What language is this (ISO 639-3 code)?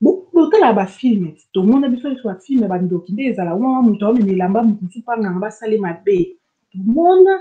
lin